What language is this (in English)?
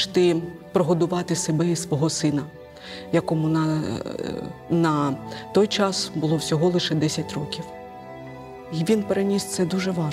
Ukrainian